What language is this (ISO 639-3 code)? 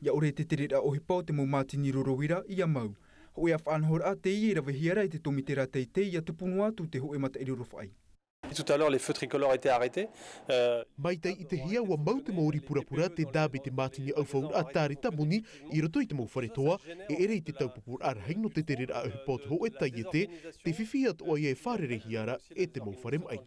tah